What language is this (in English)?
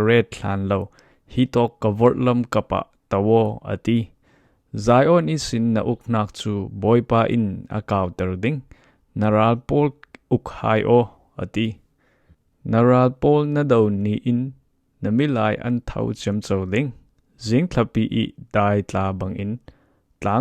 Falam Chin